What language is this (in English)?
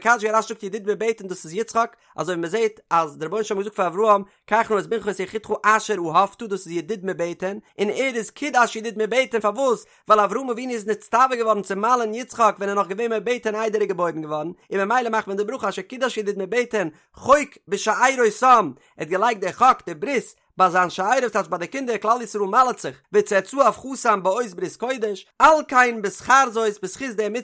Yiddish